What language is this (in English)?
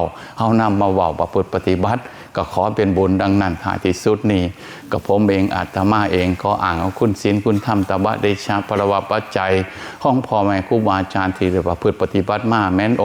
Northeastern Thai